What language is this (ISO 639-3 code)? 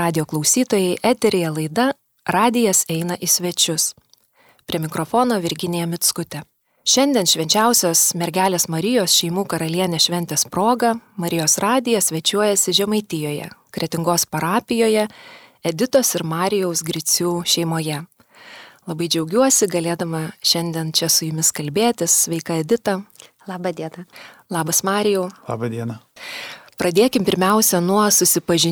lit